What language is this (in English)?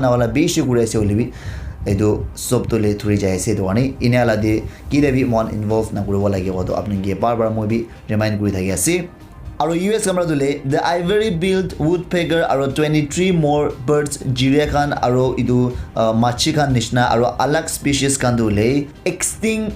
Naga Pidgin